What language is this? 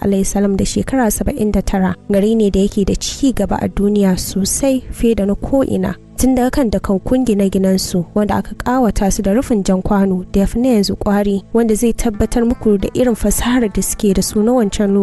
Hausa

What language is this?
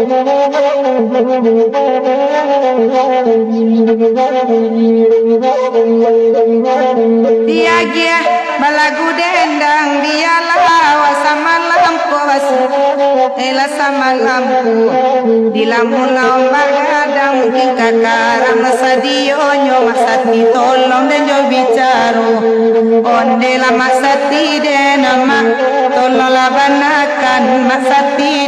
Minangkabau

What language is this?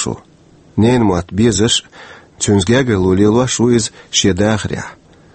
Chechen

